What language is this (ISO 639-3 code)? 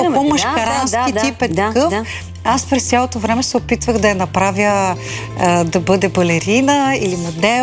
bul